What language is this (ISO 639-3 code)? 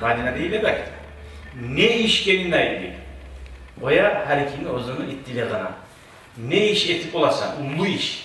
kum